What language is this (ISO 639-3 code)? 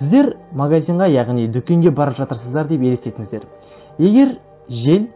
kaz